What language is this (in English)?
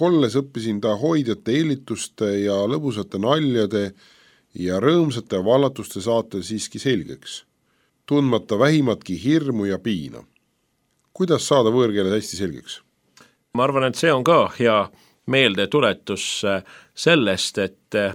Estonian